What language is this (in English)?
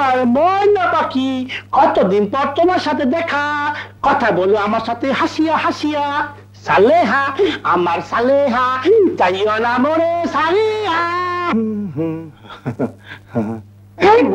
Bangla